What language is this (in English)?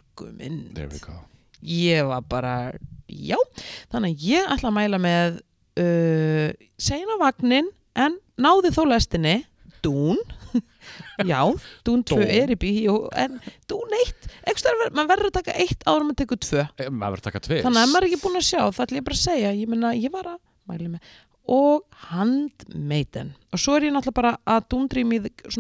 Icelandic